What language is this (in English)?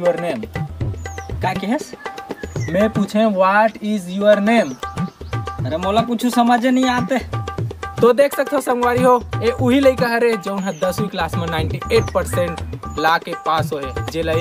Chhattisgarhi